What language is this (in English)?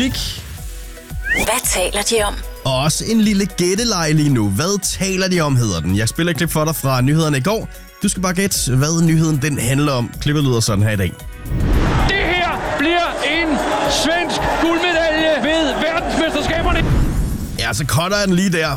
Danish